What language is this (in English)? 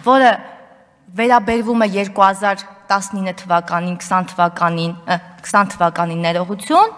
Armenian